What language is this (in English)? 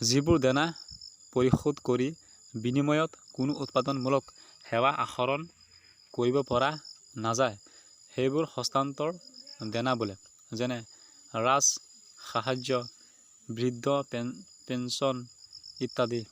Assamese